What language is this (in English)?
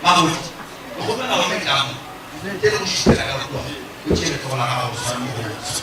Northern Sotho